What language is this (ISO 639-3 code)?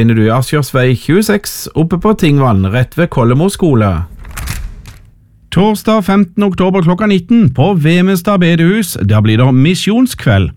nor